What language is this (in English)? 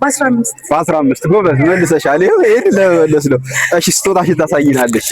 Amharic